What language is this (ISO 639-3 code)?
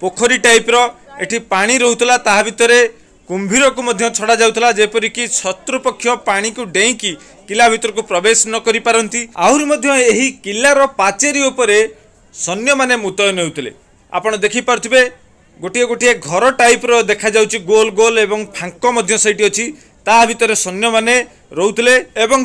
ori